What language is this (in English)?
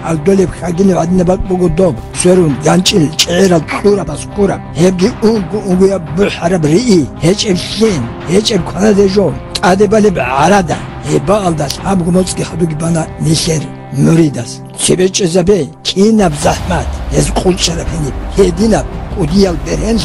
Avaric